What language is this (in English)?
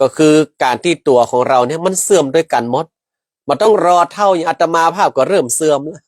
Northern Thai